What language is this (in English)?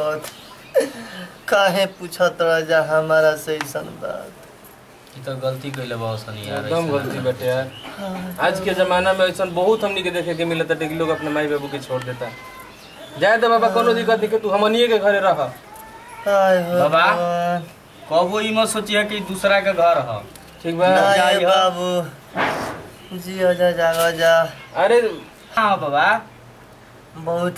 Bhojpuri